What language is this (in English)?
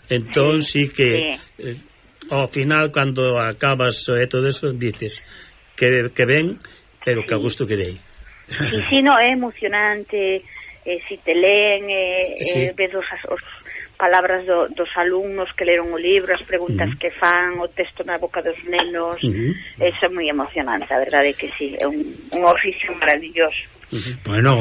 Galician